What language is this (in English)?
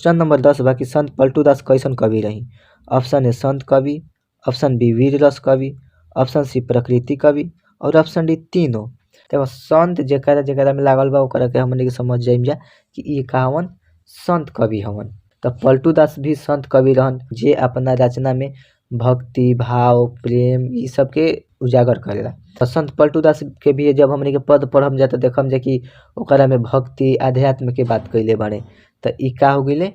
Bhojpuri